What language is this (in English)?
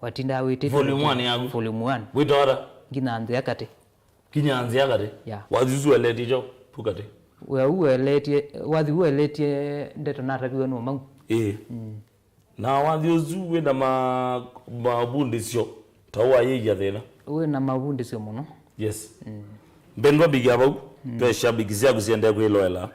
Kamba